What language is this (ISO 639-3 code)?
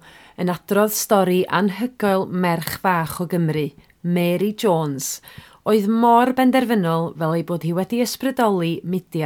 cym